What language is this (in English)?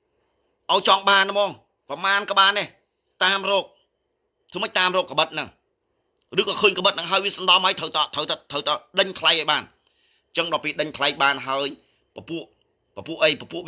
Khmer